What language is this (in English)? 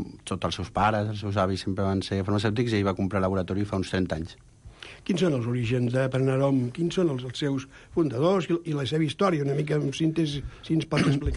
Catalan